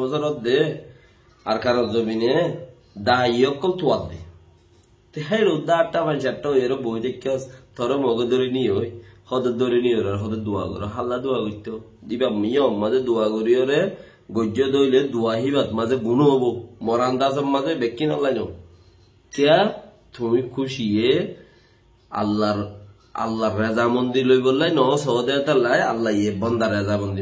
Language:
Rohingya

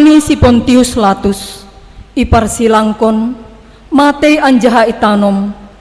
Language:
Batak Simalungun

